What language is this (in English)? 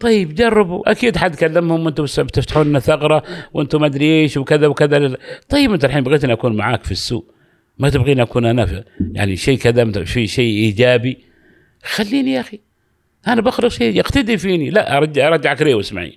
Gulf Arabic